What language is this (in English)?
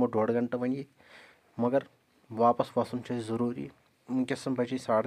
Kashmiri